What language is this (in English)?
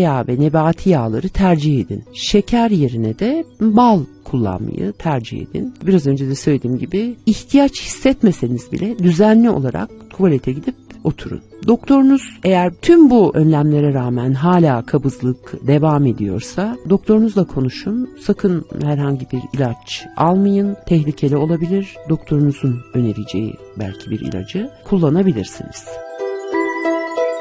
Turkish